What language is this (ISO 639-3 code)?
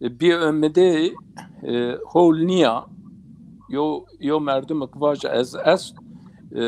zza